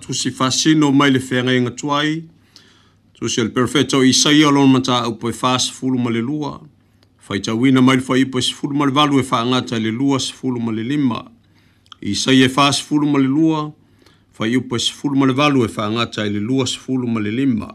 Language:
Samoan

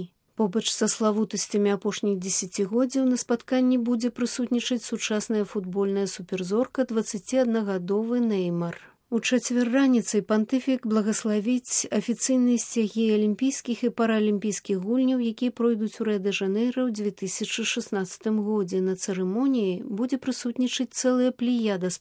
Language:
Belarusian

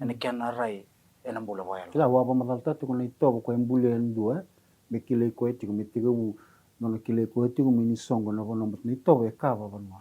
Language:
Fijian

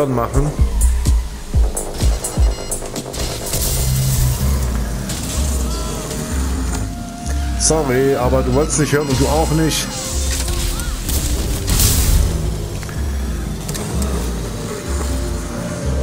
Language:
German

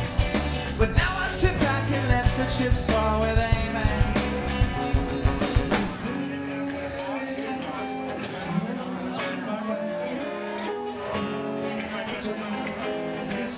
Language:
English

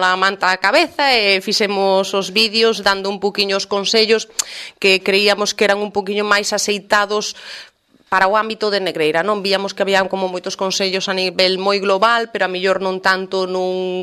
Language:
Galician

